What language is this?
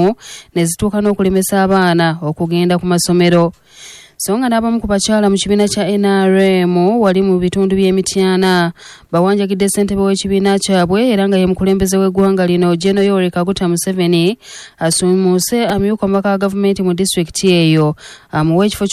Ganda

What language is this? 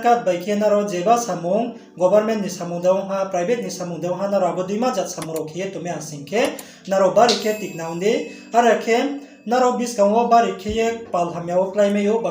Riang (India)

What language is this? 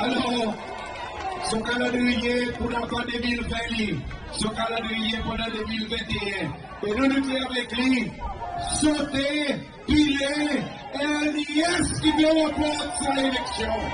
Seselwa Creole French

